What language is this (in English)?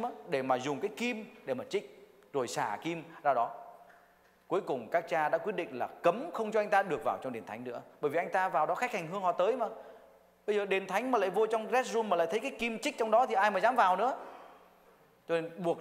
Vietnamese